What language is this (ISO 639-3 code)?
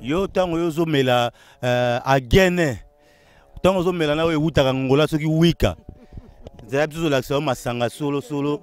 lin